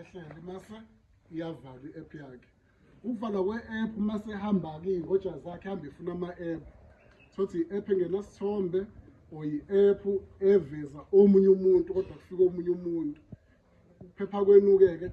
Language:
Zulu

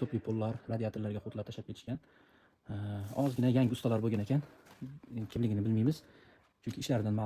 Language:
Uzbek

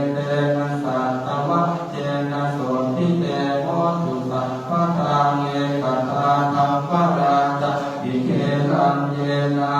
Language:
Pali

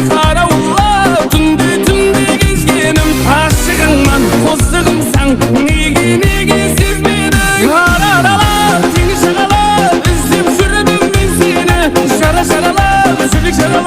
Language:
Kara-Kalpak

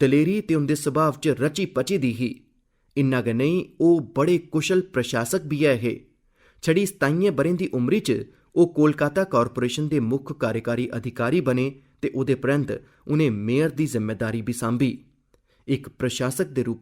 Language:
Dogri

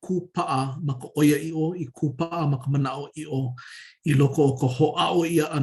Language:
Hawaiian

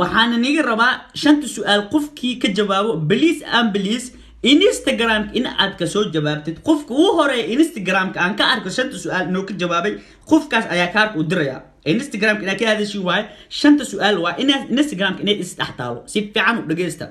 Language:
Somali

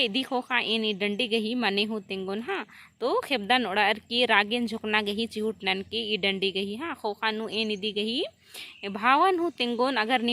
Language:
Kurukh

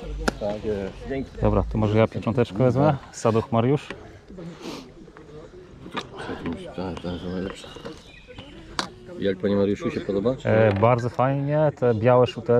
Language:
Polish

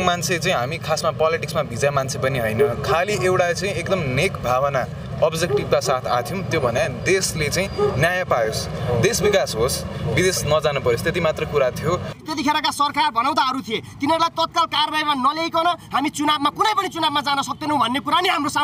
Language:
Nepali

